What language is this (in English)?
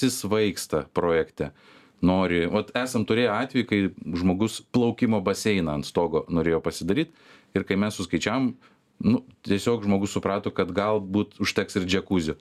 Lithuanian